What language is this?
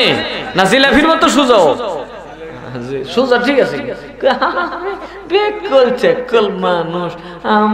Bangla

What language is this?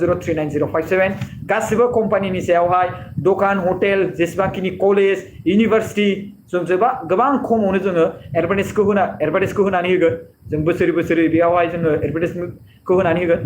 Bodo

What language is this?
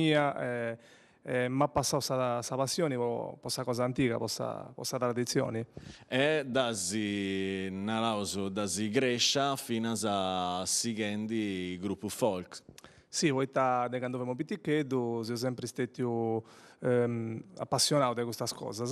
Sardinian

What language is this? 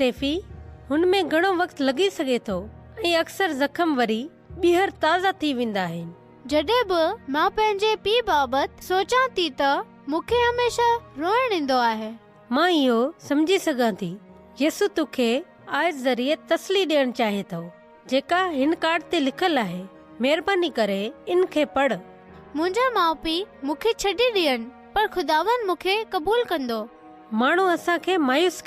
Sindhi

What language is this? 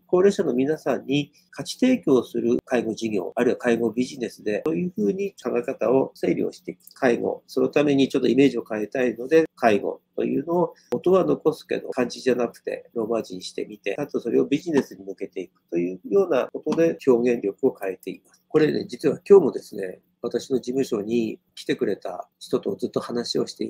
Japanese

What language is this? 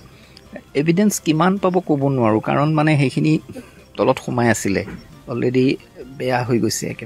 Assamese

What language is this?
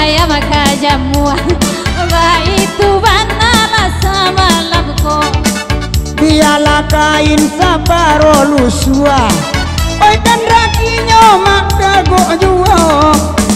Minangkabau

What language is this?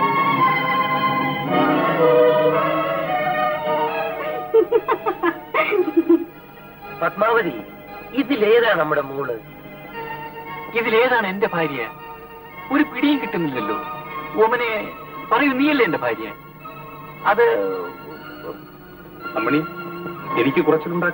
Malayalam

